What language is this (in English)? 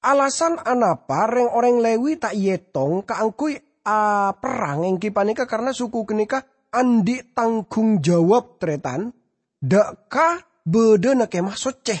Madurese